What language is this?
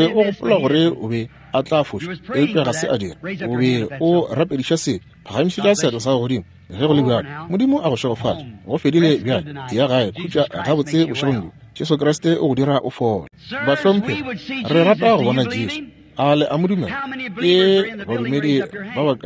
Northern Sotho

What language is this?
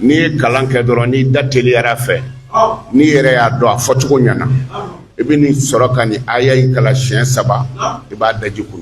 Bambara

